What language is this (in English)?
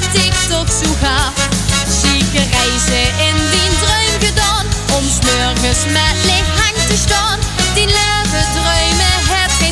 Limburgish